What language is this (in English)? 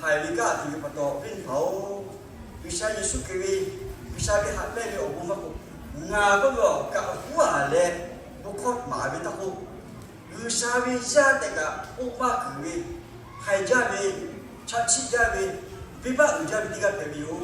Lahu